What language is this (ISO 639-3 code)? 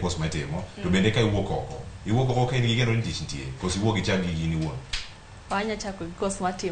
luo